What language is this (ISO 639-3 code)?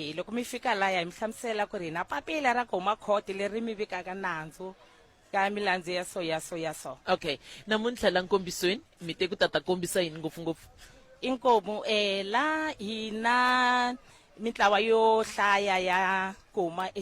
tso